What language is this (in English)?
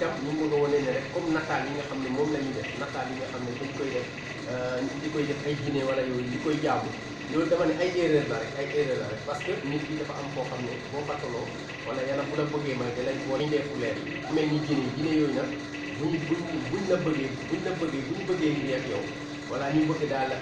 Wolof